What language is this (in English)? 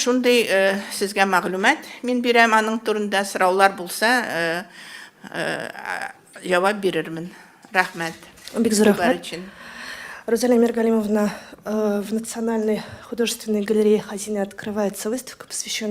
Tatar